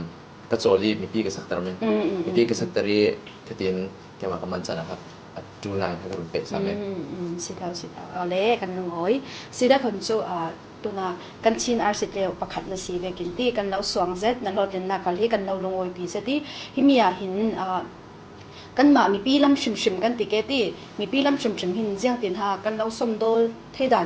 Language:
Falam Chin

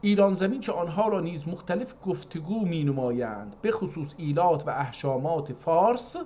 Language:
South Azerbaijani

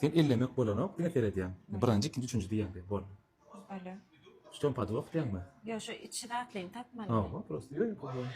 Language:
Turkmen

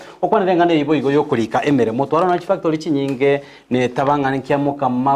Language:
Gusii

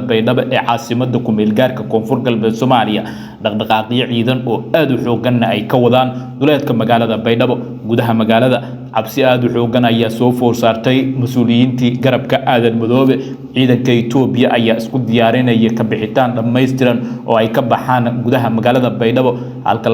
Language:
Somali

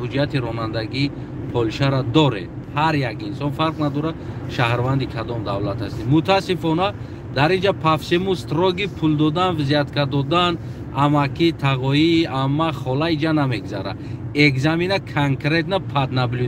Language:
Tajik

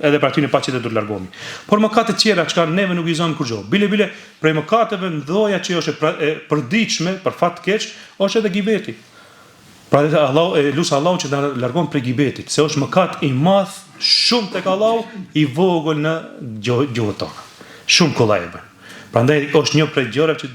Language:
Albanian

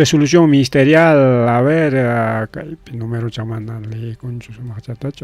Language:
Ayacucho Quechua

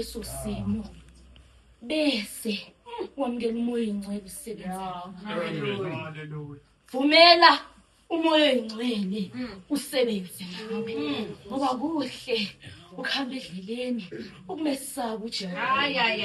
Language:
Zulu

